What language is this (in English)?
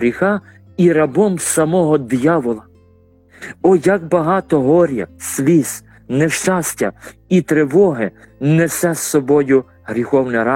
Ukrainian